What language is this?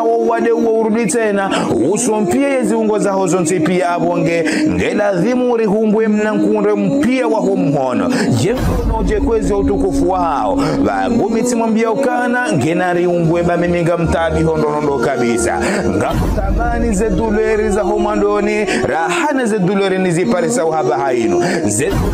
Ngazidja Comorian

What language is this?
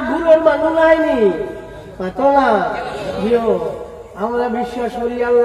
Sylheti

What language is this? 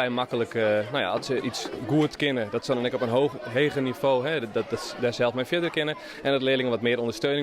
Western Frisian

